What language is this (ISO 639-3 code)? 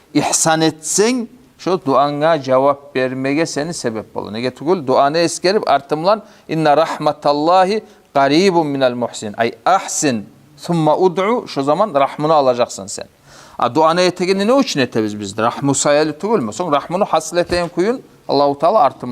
kum